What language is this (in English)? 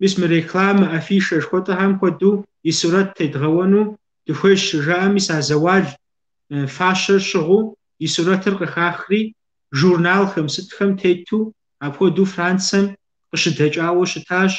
Kabardian